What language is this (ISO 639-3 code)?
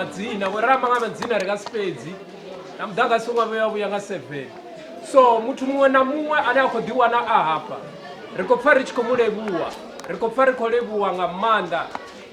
ven